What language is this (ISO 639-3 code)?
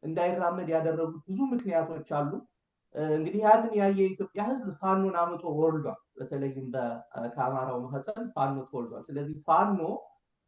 amh